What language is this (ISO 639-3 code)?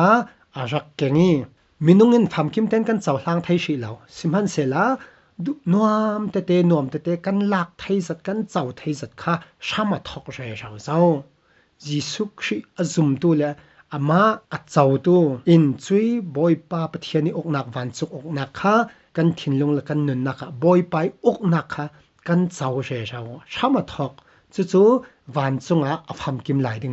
cfm